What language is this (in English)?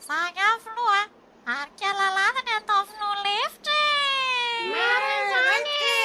Malagasy